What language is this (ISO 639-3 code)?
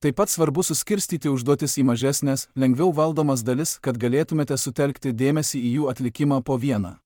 lit